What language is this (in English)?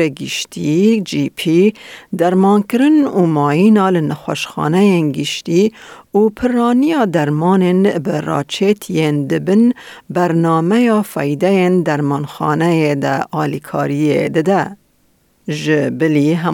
Kurdish